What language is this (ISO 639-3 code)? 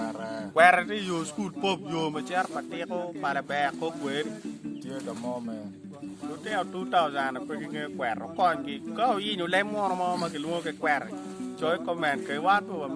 ach